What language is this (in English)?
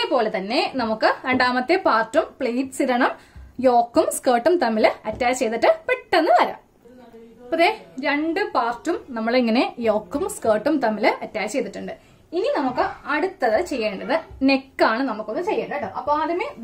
Malayalam